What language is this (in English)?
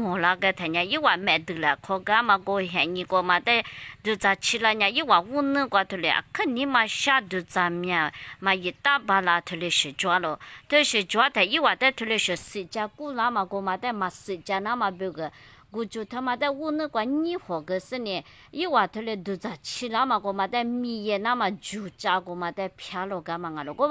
Lisu